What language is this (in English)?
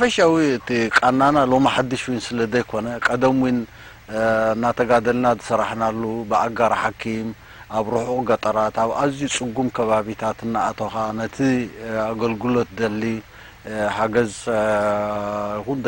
Tigrinya